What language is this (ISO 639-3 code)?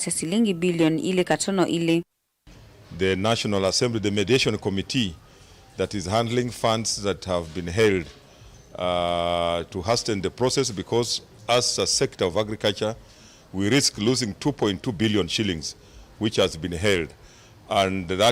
kam